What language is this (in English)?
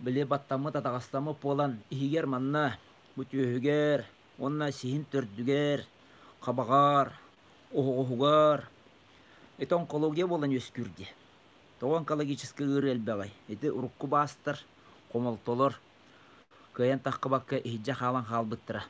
Yakut